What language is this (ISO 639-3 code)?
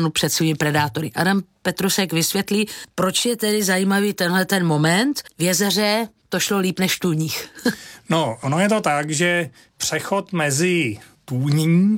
ces